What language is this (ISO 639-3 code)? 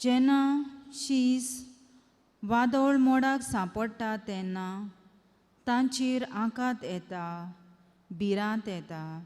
kok